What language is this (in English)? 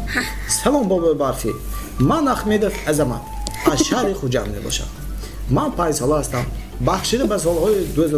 Tajik